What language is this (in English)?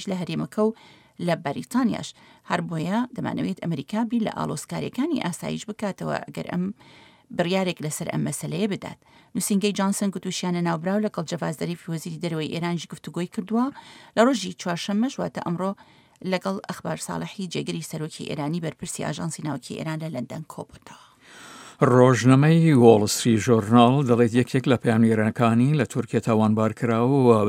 Central Kurdish